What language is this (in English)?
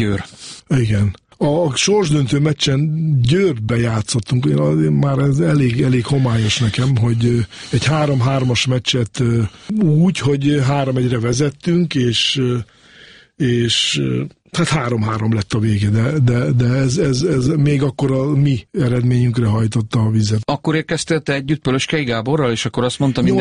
Hungarian